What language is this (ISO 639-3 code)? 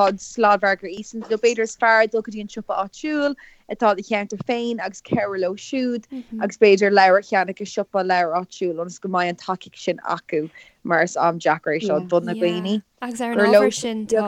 gle